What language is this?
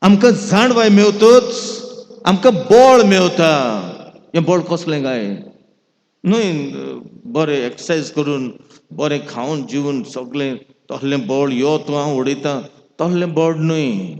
Konkani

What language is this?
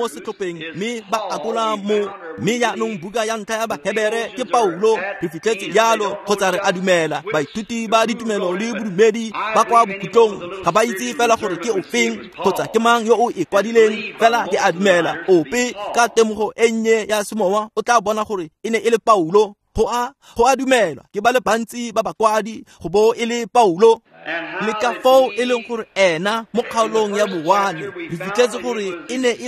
Tswana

